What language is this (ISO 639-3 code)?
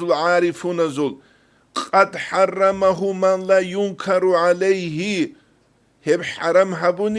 ava